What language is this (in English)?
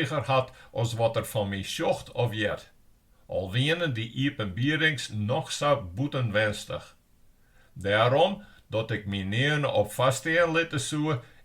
Western Frisian